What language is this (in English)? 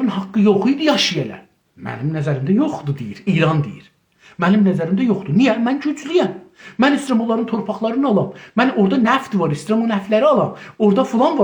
South Azerbaijani